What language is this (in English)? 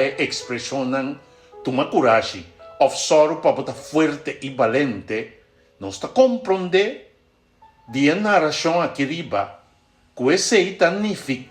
Papiamento